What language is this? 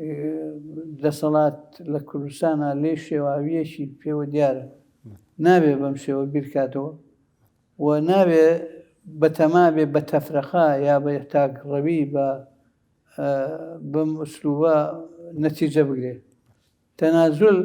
Central Kurdish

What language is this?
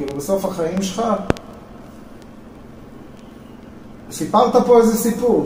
Hebrew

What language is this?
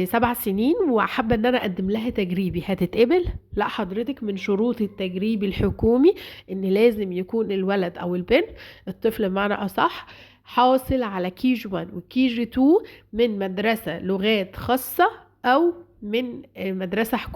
Egyptian Arabic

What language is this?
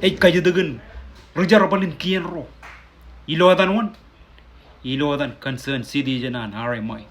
Marshallese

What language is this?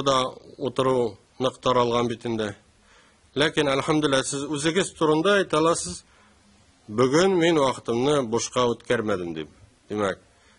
Tatar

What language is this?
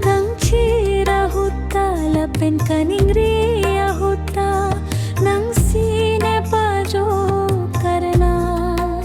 Karbi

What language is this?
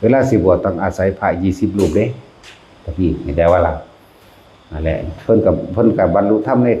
Lao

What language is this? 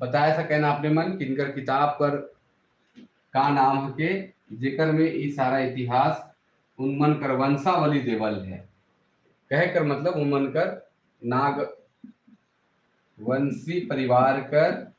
Sadri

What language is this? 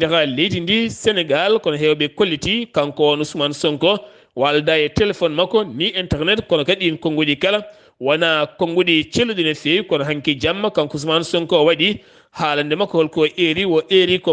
Fula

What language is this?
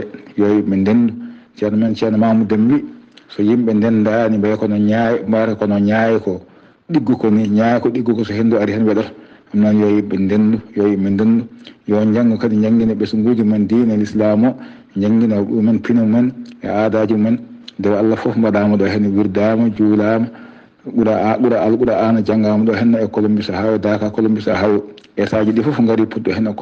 Fula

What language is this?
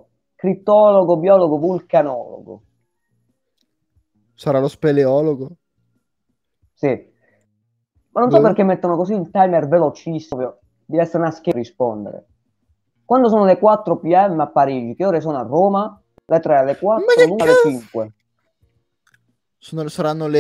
Italian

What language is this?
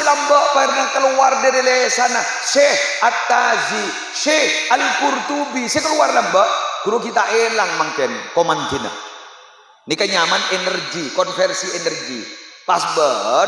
Madurese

